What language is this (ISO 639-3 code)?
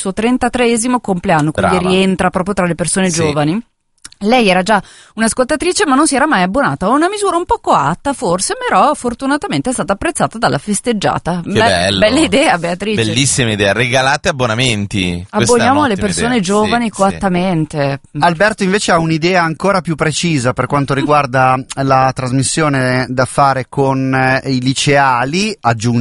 ita